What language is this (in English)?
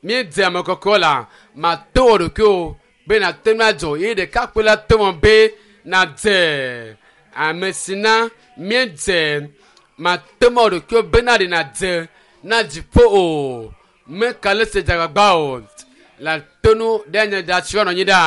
Ewe